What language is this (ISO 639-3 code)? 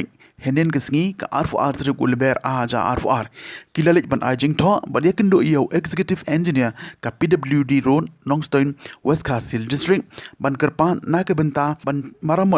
kha